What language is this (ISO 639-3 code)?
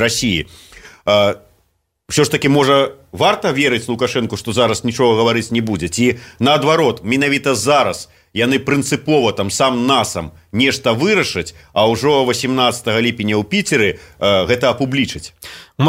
bel